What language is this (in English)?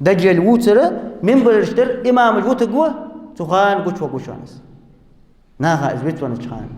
Ingush